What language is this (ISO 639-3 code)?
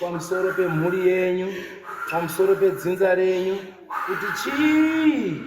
sna